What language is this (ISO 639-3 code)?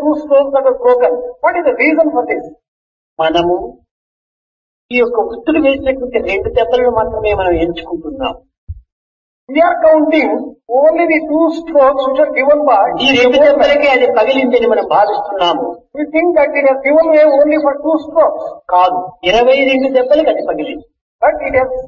tel